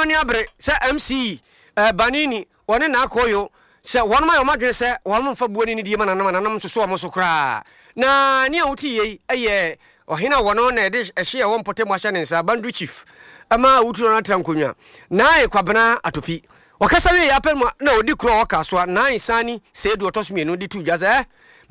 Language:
Akan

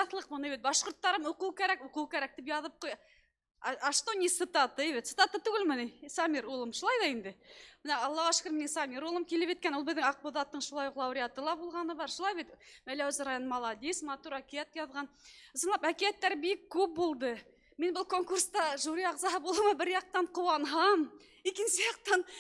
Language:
Bashkir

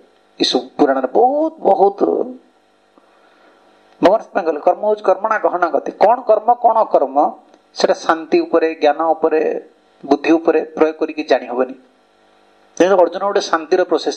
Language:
Odia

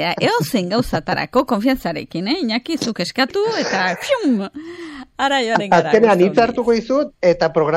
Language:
Basque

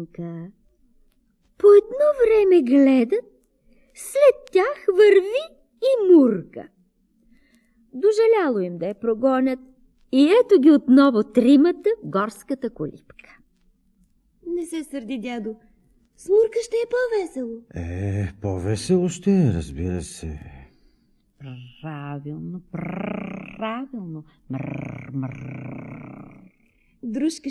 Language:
Bulgarian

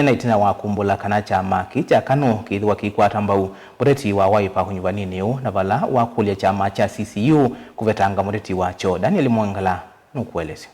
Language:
Kamba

